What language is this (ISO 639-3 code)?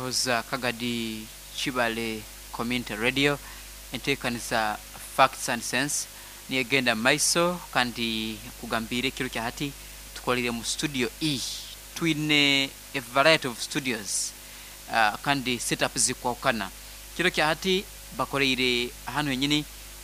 nyo